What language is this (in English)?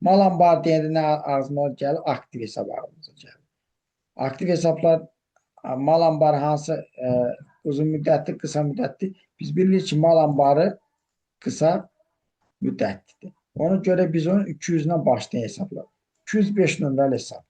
Azerbaijani